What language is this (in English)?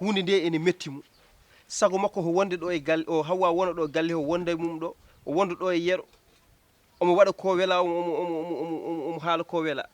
Fula